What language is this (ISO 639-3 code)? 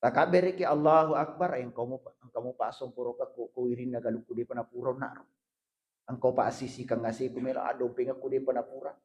bug